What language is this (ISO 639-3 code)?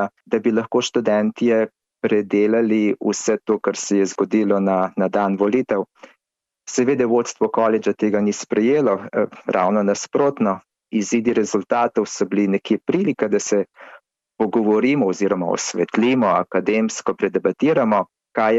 slv